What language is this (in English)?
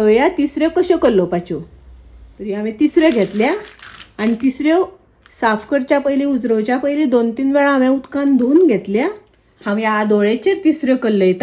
Konkani